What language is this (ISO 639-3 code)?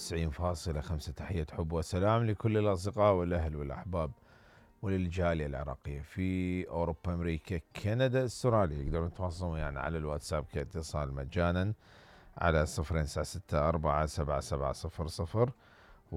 acm